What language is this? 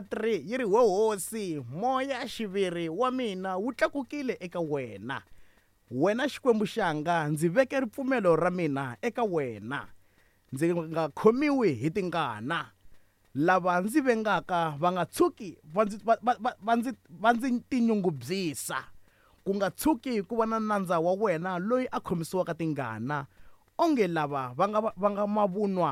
Tsonga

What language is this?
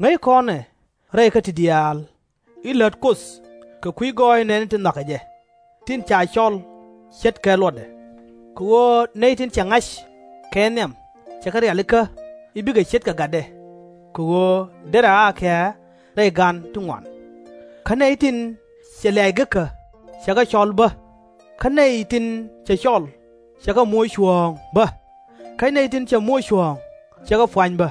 Nuer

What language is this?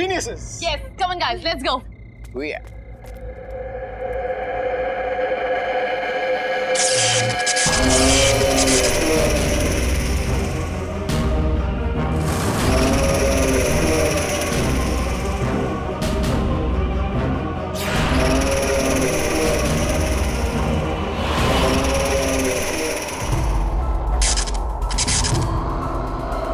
Hindi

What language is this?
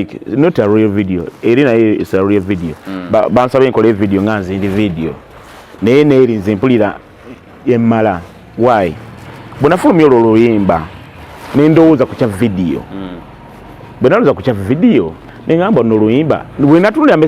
Ganda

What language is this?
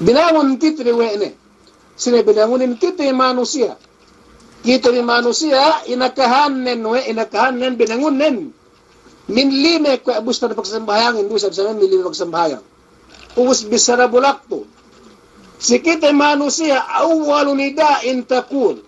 Yakan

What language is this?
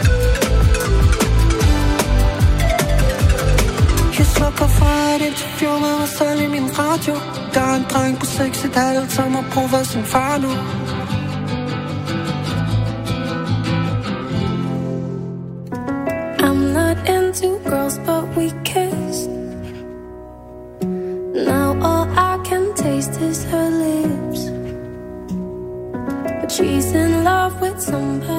Danish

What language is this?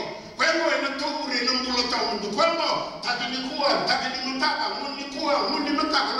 Fijian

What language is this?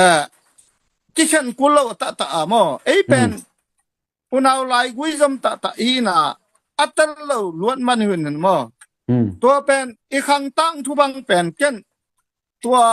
Tedim Chin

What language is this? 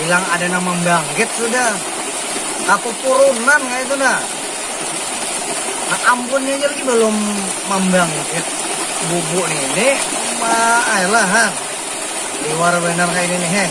Banjar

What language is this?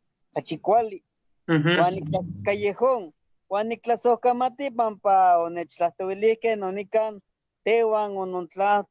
Eastern Huasteca Nahuatl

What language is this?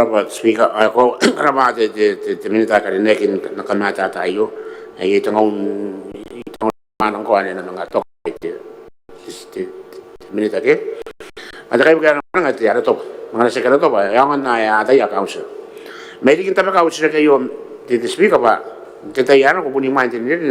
Gilbertese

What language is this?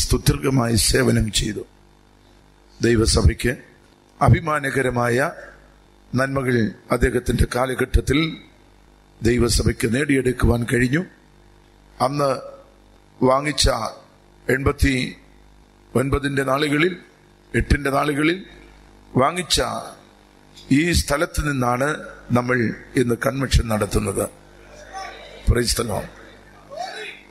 Malayalam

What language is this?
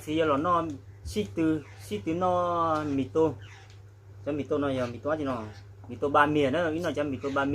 Hmong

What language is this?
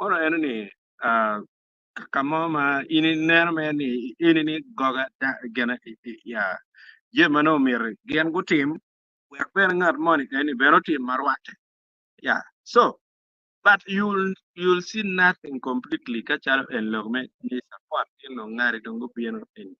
Acoli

